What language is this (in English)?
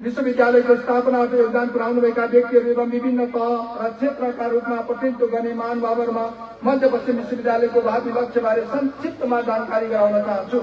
Nepali